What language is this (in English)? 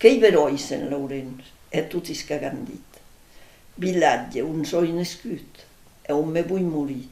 Occitan